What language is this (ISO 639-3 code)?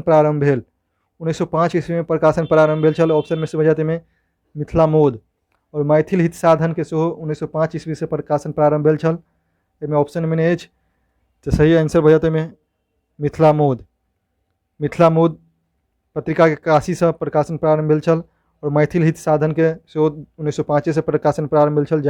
mai